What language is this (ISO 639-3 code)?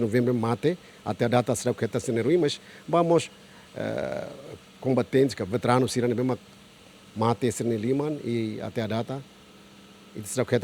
tet